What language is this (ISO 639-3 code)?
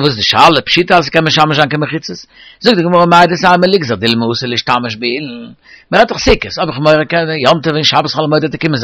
yid